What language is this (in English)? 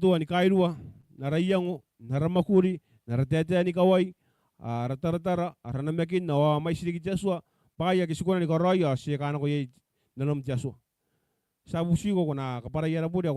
Gilbertese